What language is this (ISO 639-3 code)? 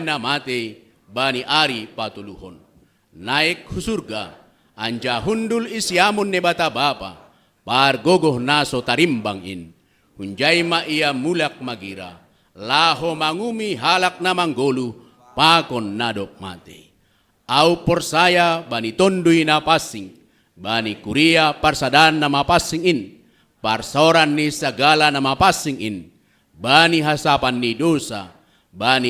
bts